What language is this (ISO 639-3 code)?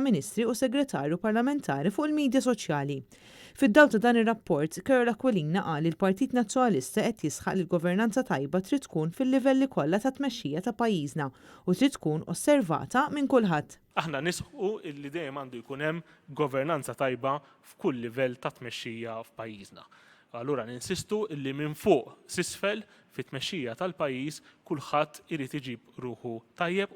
mlt